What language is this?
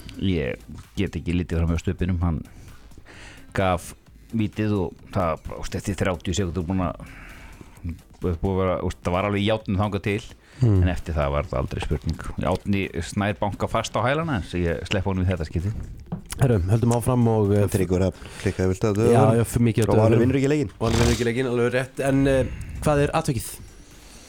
Icelandic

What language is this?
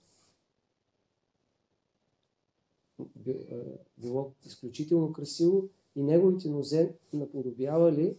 Bulgarian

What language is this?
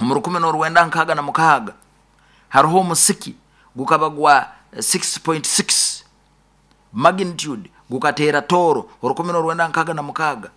Nyoro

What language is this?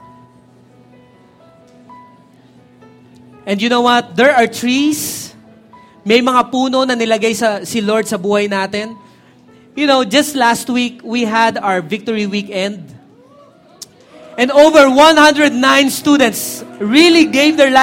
Filipino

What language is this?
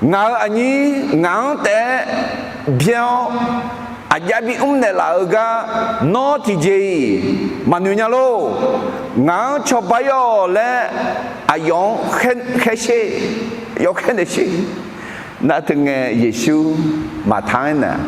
Akha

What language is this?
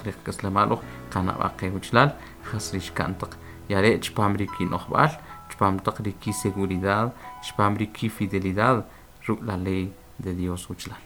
Kʼicheʼ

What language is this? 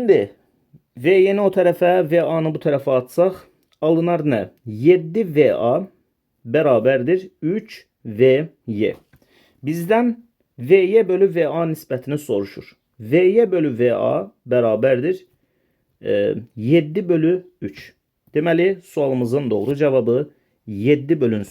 Azerbaijani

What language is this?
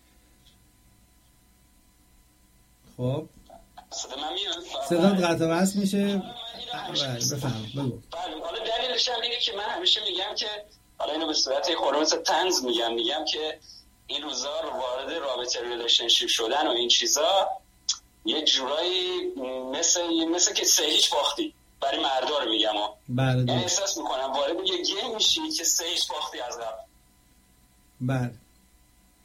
Persian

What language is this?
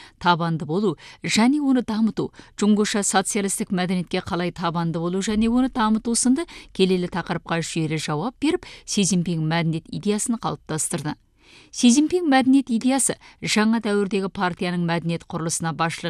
Kazakh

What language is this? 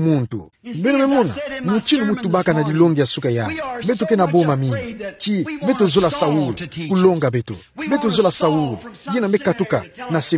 Kituba (Democratic Republic of Congo)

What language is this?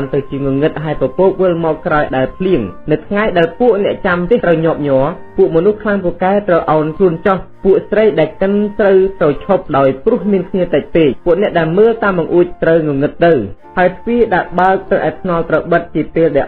Khmer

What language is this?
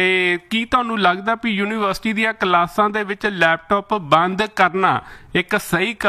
Punjabi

